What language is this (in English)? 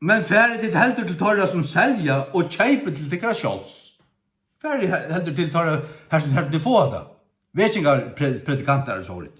Faroese